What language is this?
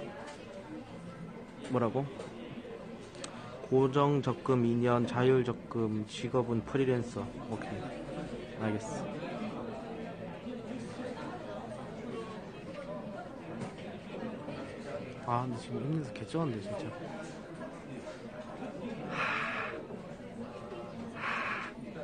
Korean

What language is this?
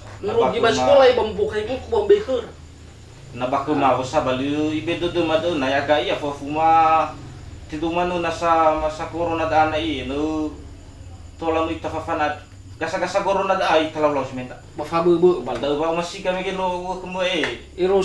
Nias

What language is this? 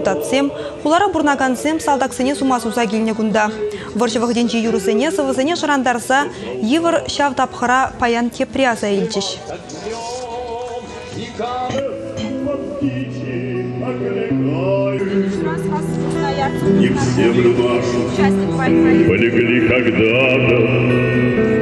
Chuvash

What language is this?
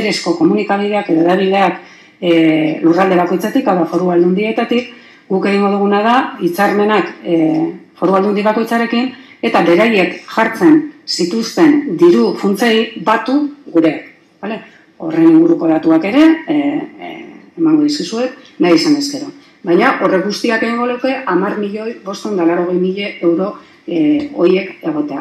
Basque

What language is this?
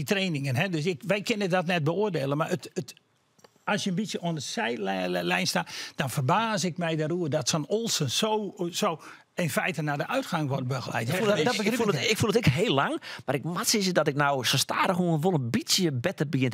Western Frisian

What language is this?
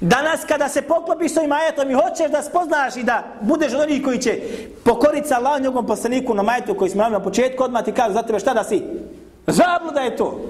Bosnian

